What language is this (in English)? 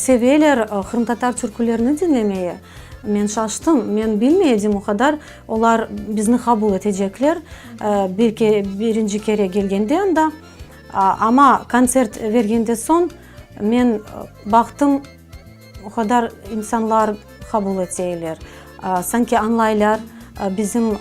Crimean Tatar